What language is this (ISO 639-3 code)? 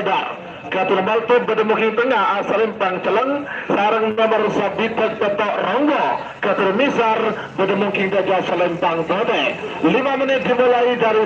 mad